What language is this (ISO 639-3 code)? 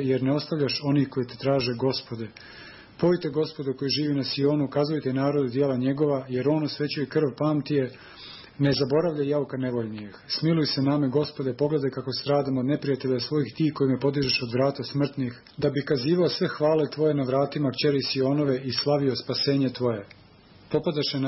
srp